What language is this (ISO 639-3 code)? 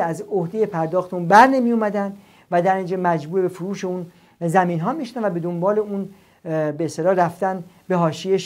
fas